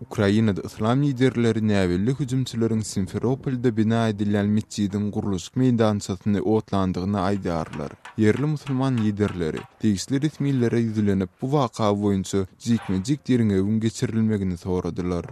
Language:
Turkmen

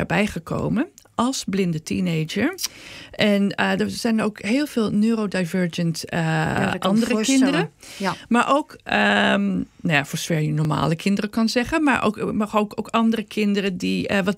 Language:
Dutch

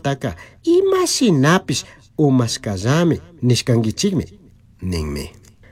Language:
Chimborazo Highland Quichua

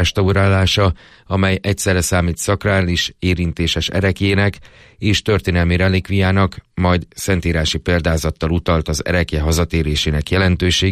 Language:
Hungarian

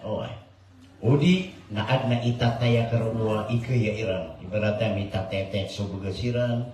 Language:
Maranao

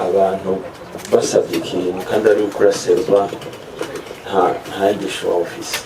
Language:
Rundi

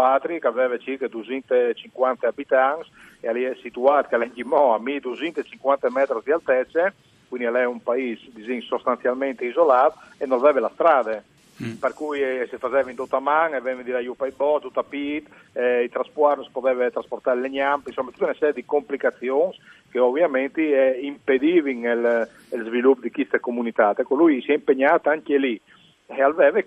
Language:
Friulian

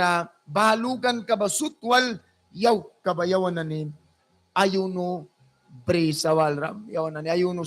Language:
Mískito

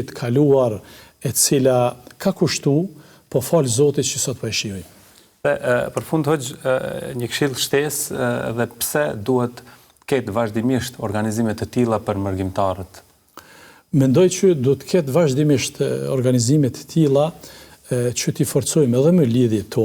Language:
Albanian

